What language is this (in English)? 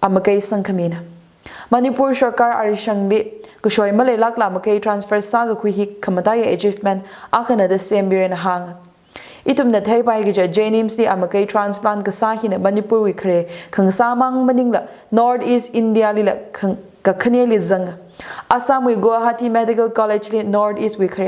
Tangkhul Naga (India)